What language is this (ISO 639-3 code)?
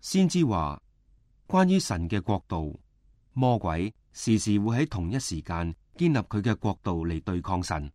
yue